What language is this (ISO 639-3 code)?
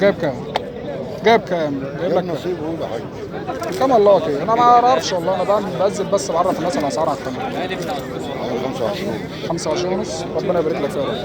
arz